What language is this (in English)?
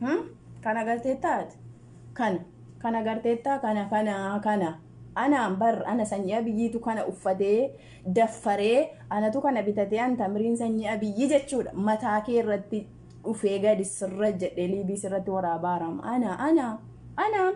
Oromo